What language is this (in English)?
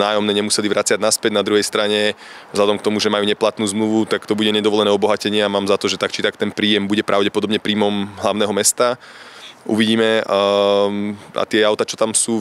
Slovak